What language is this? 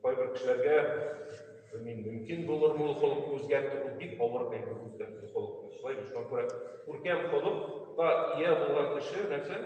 Tatar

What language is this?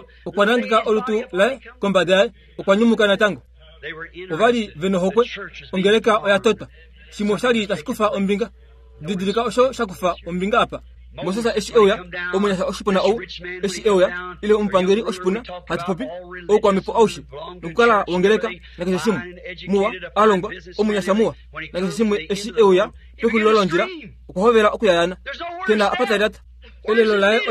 Kuanyama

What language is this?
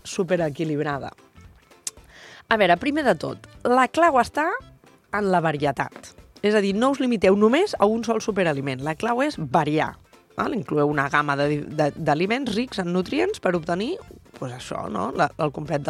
Catalan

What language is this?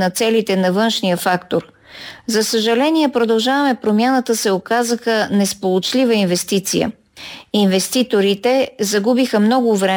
Bulgarian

